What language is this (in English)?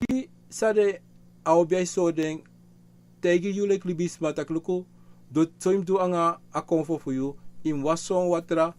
Sranan Tongo